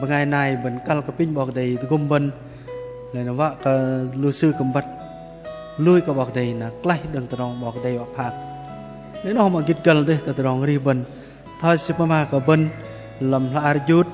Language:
Bahnar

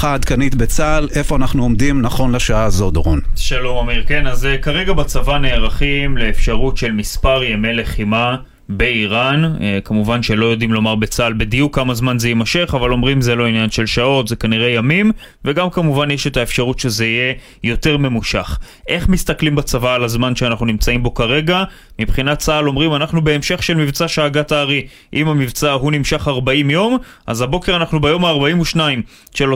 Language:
Hebrew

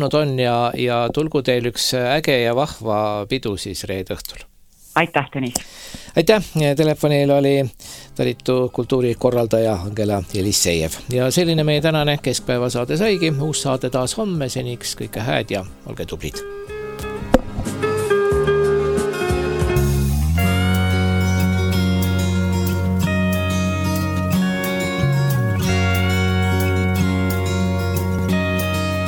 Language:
Estonian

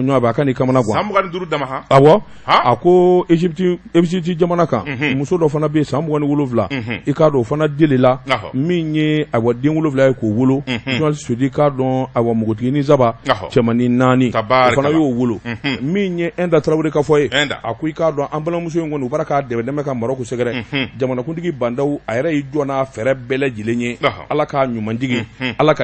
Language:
Bambara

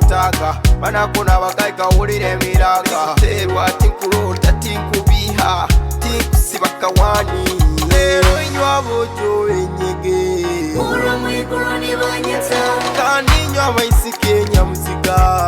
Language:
Nyoro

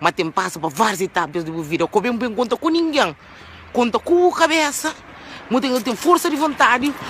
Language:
Kabuverdianu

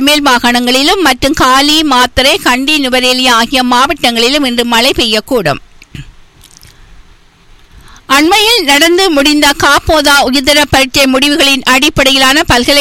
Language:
Tamil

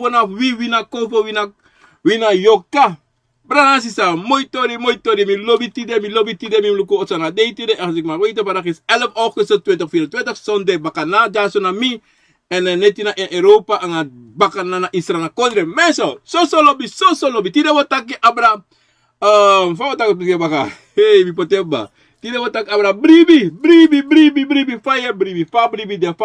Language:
Sranan Tongo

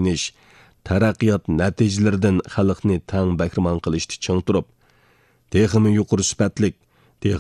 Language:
Uyghur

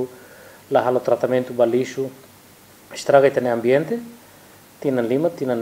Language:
Tetum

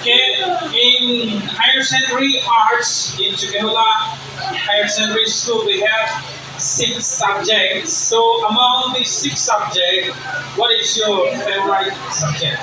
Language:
Karbi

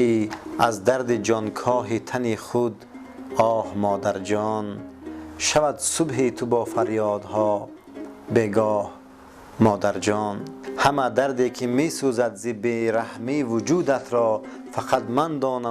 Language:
Tajik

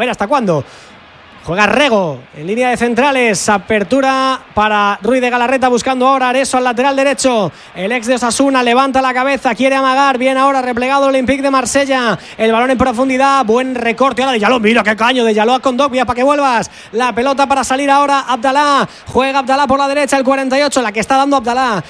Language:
Spanish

